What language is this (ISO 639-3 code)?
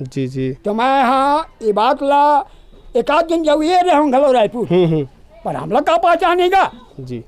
hne